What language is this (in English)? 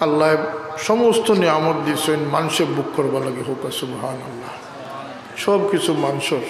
Sylheti